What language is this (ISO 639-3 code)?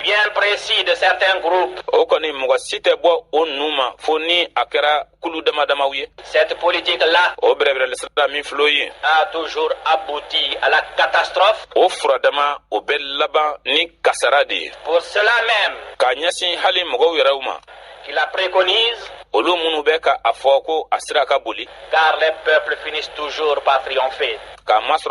bam